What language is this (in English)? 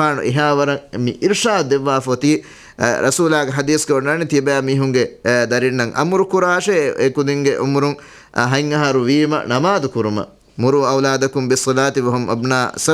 Divehi